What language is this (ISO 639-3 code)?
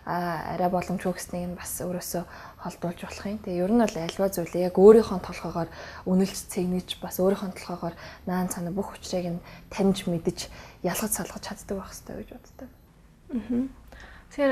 mon